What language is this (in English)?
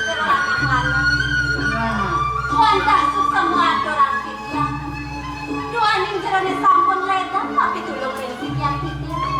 Balinese